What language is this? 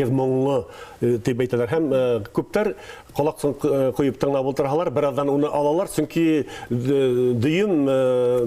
Bashkir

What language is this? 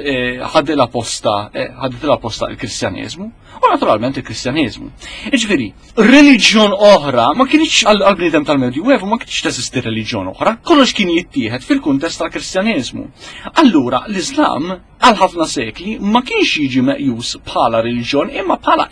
Maltese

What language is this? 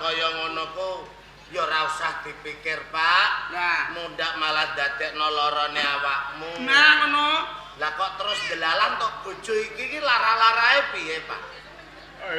Javanese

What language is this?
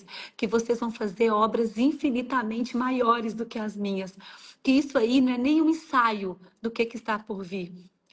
Portuguese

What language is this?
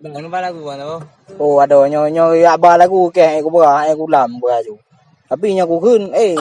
Achinese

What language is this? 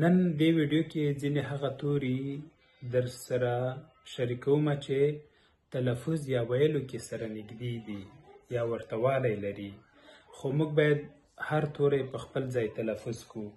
Pashto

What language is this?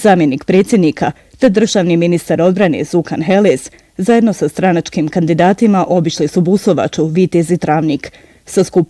Bosnian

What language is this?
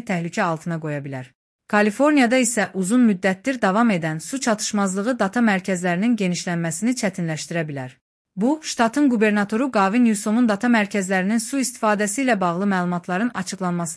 Azerbaijani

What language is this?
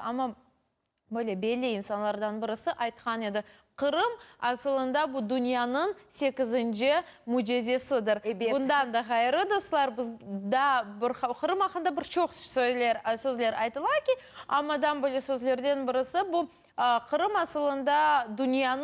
Crimean Tatar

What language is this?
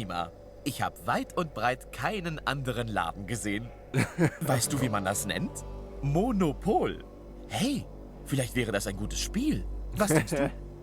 Swiss German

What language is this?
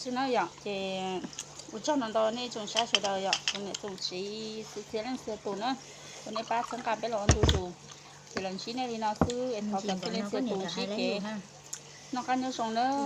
Hmong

